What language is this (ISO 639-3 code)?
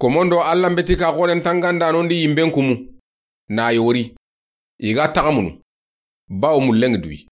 snk